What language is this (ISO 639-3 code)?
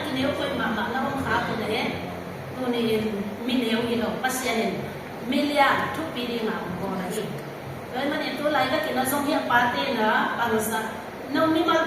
ctd